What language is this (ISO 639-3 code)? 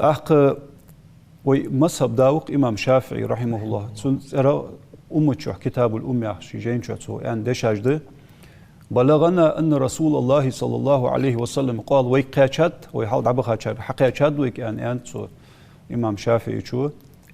inh